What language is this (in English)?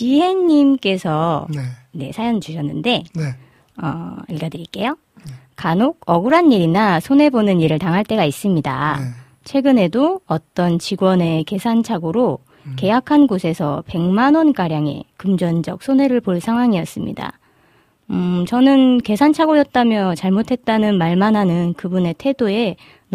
Korean